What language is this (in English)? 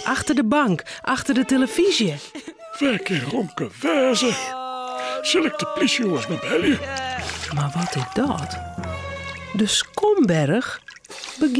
Western Frisian